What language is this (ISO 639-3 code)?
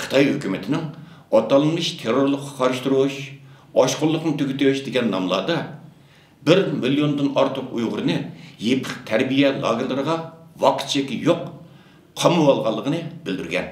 uig